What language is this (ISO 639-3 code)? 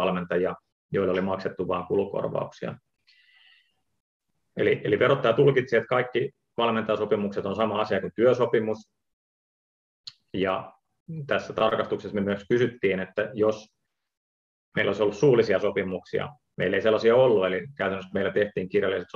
fin